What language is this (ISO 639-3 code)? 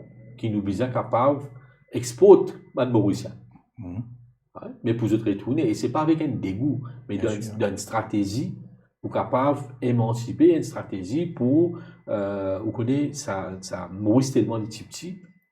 mfe